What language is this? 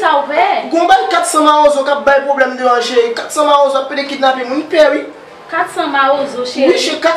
Haitian Creole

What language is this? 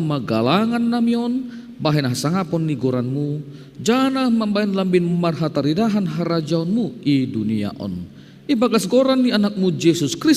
Batak Simalungun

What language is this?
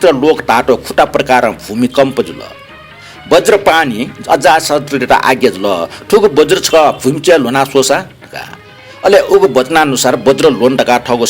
Newari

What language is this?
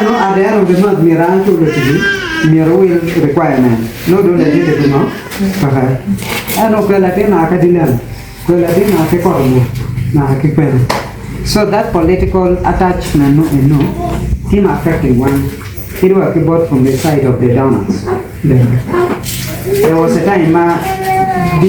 Acoli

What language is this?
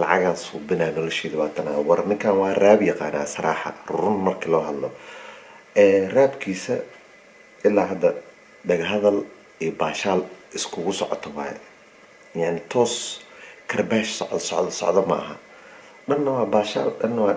Somali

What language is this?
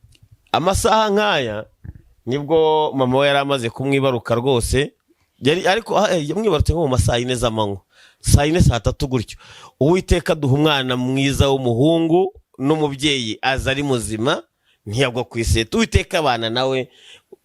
Kinyarwanda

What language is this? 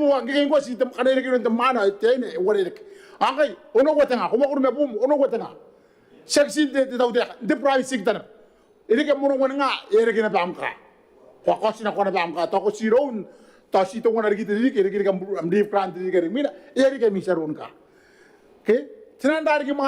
Gilbertese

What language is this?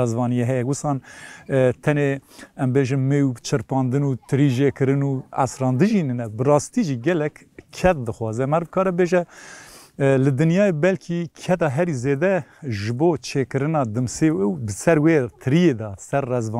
Kurdish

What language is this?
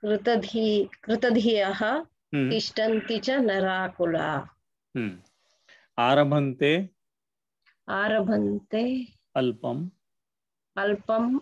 Sanskrit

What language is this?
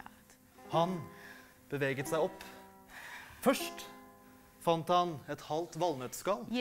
Norwegian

